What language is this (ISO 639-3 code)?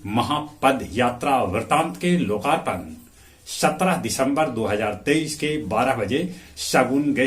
mag